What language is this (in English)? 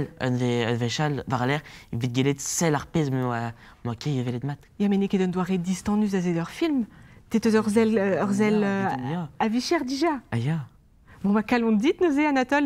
Breton